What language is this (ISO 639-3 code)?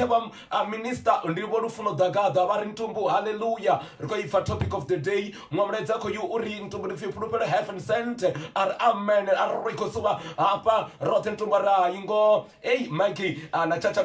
ven